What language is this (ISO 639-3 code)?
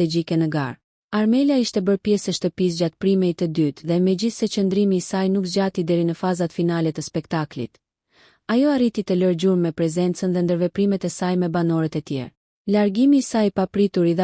sqi